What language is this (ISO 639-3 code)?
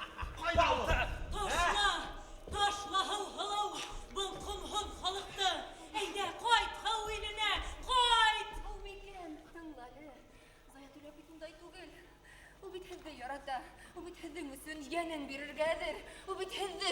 bak